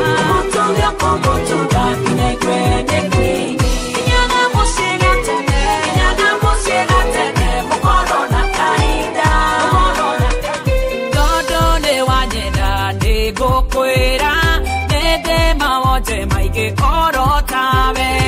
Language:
Kikuyu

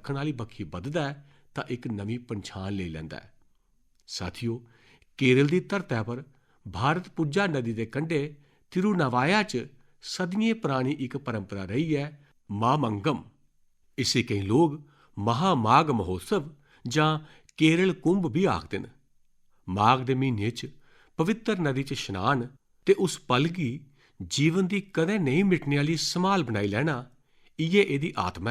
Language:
Dogri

